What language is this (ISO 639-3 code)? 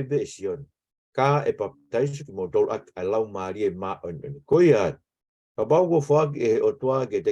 ton